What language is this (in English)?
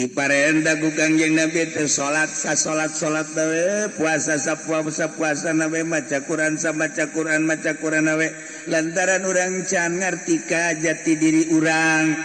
Sundanese